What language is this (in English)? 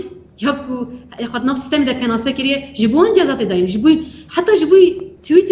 Kurdish